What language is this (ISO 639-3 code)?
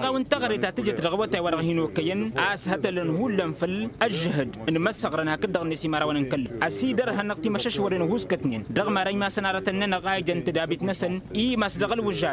taq